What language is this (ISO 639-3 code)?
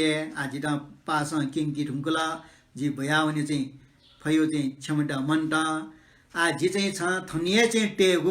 new